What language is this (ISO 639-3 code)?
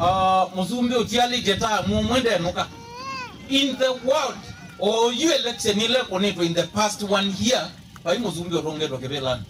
kam